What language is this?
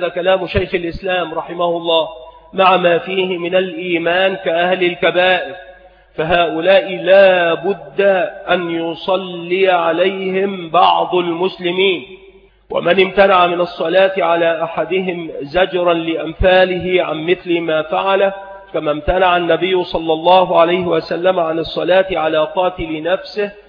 Arabic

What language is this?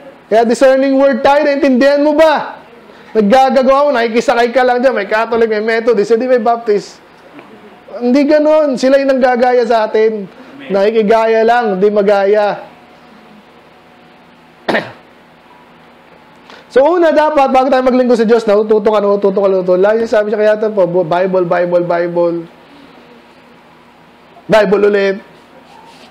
Filipino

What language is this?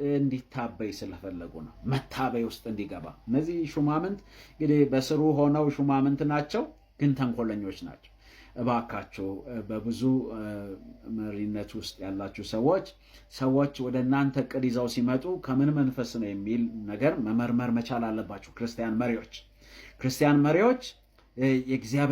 Amharic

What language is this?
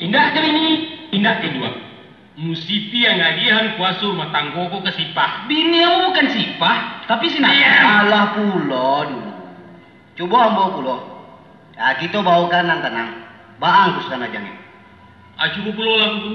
Minangkabau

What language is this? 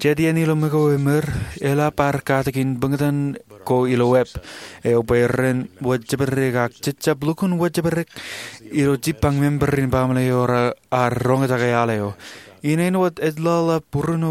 Marshallese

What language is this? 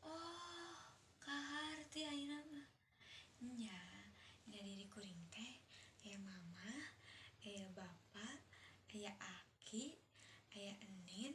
Sundanese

